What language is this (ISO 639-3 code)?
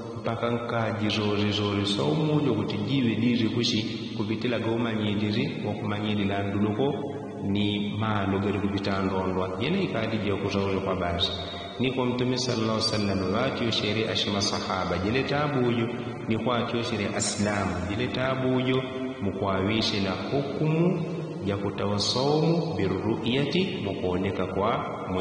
yao